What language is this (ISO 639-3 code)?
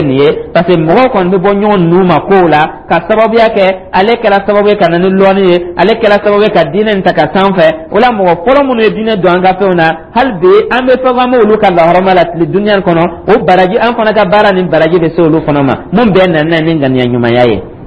dyu